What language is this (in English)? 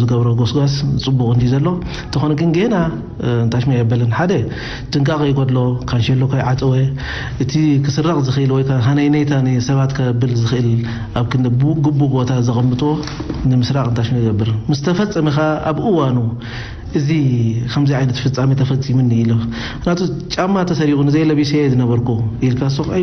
Tigrinya